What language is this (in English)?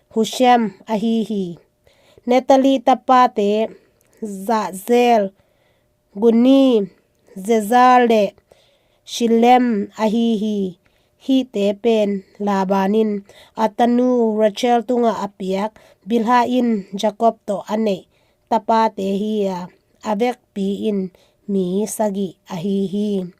Tedim Chin